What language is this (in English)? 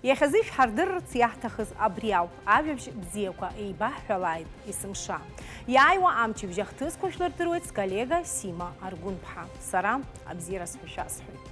Abkhazian